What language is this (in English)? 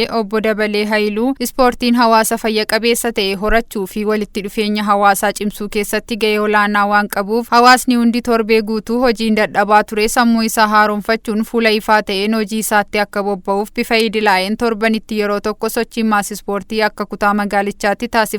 Oromo